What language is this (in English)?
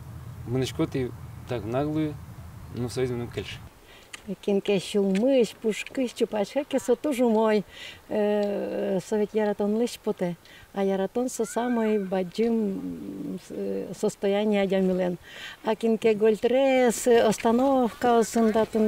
Udmurt